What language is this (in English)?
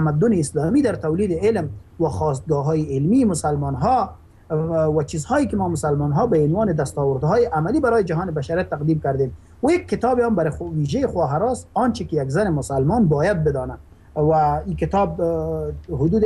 Persian